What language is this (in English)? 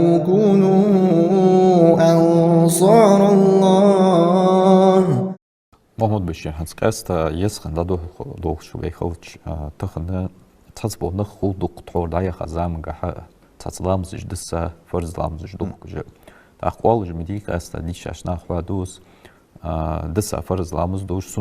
Ingush